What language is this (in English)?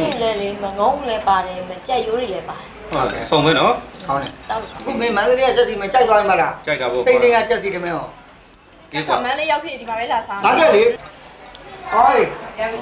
Burmese